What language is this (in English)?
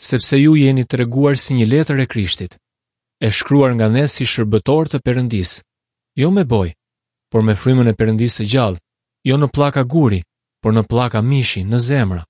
Albanian